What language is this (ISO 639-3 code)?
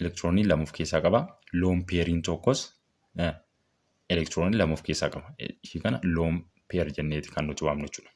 orm